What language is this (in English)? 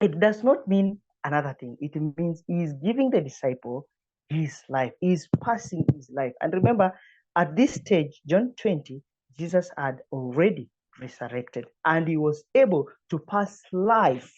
English